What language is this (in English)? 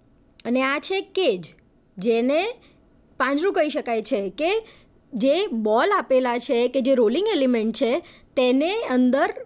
Gujarati